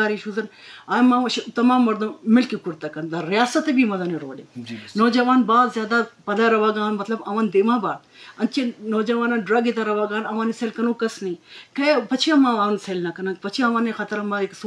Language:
Eastern Balochi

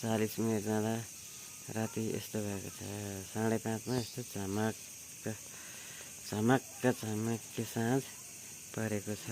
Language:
Nepali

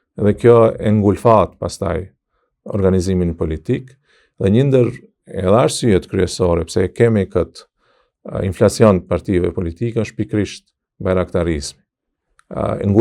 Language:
Albanian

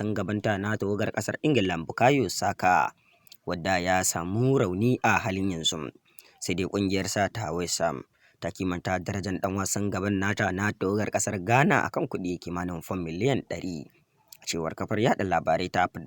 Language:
Hausa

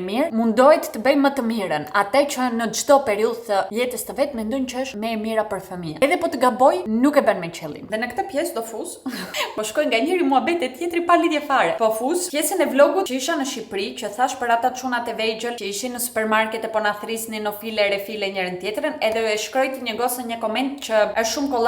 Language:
Albanian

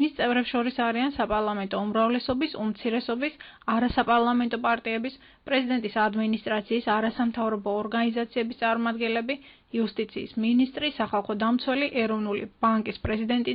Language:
Georgian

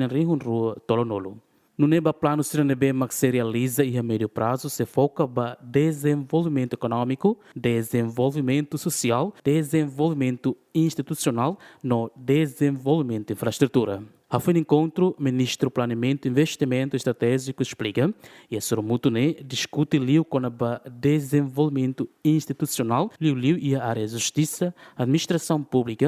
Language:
Tetum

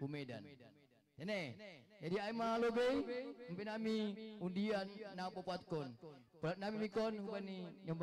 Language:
Batak Simalungun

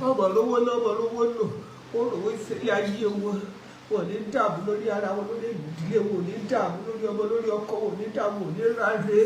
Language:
Yoruba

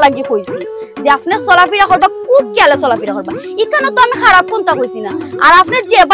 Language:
Sylheti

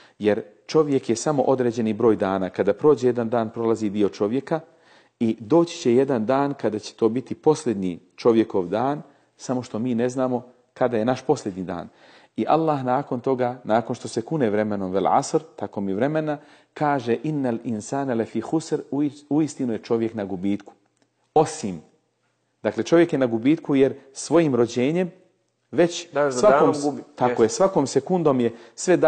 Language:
Bosnian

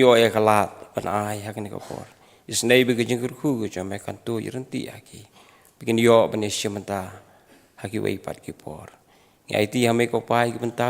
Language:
Khasi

